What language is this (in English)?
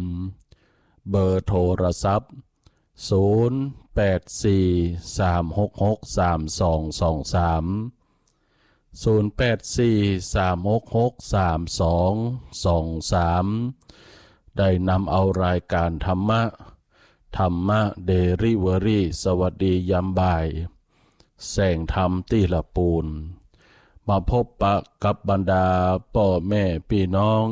Thai